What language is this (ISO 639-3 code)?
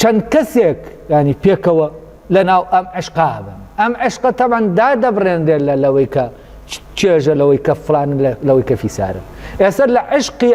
ckb